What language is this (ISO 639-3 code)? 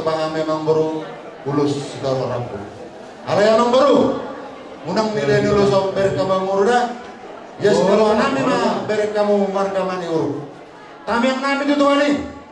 bbc